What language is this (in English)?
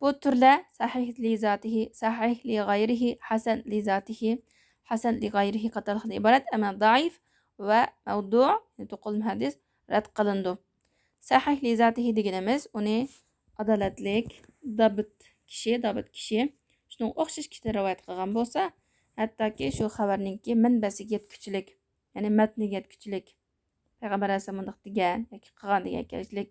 Uyghur